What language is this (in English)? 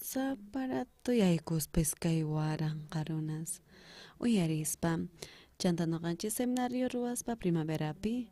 South Bolivian Quechua